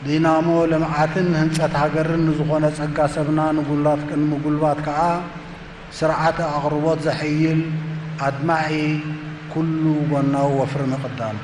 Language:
Tigrinya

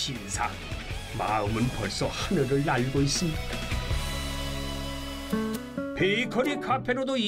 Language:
Korean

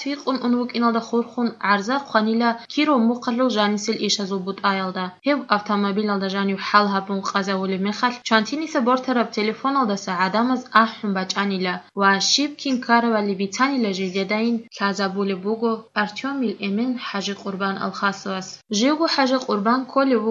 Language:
Avaric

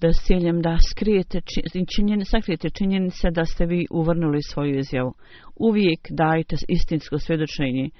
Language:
Bosnian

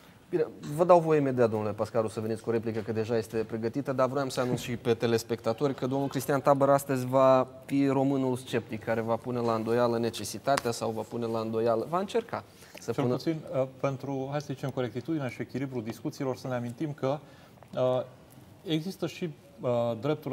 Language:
Romanian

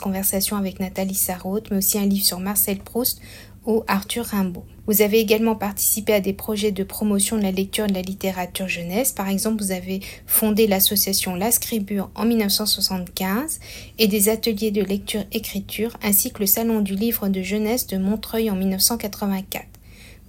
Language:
French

